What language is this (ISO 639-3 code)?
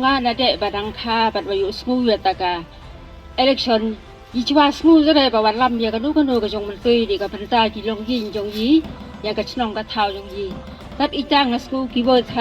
kha